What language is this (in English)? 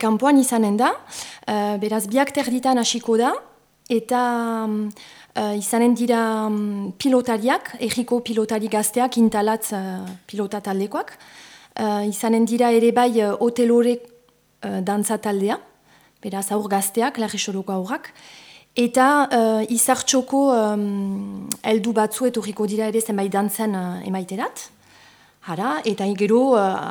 Basque